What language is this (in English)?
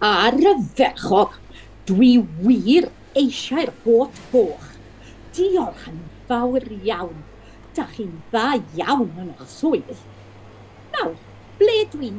Welsh